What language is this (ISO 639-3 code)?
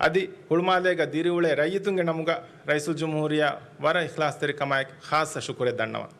div